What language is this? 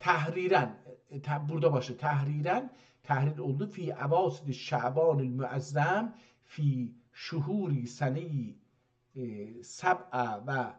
South Azerbaijani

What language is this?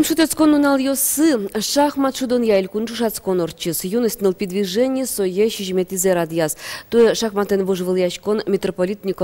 Udmurt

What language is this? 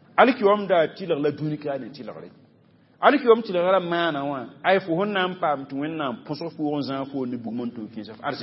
Mossi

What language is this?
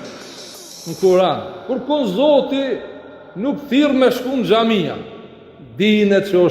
Albanian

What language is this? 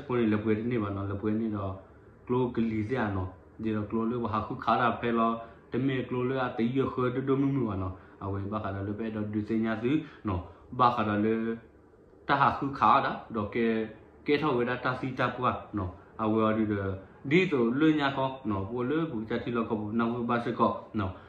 S'gaw Karen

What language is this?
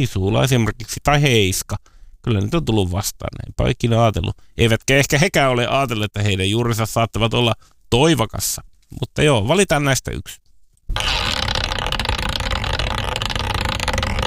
Finnish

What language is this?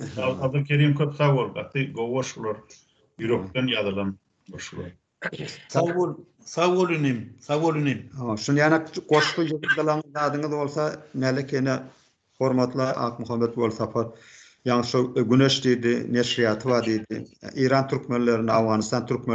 Turkmen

